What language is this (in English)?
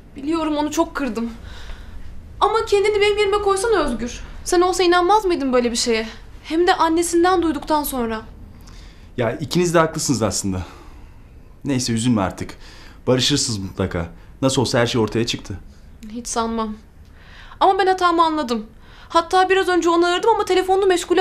Turkish